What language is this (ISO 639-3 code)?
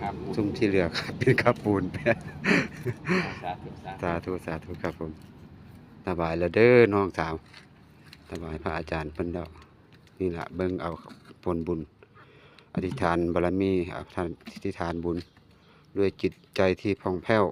tts